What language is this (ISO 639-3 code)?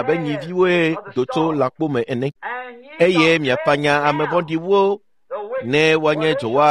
ewe